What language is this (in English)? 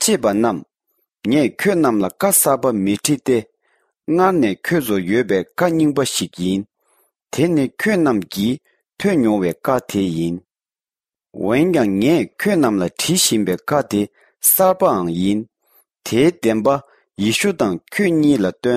Tibetan